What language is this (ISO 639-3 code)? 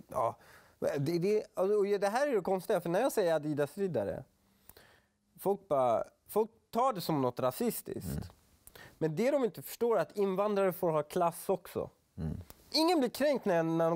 swe